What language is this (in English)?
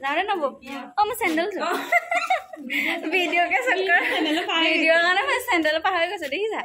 Assamese